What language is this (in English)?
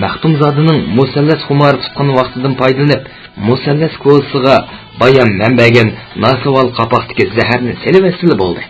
Uyghur